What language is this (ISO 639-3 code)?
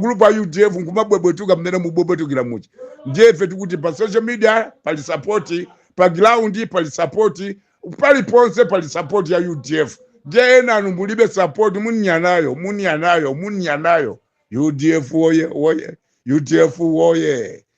nya